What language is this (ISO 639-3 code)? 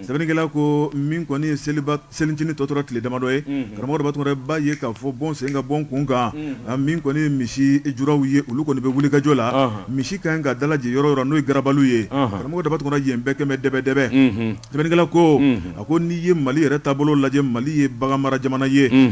bam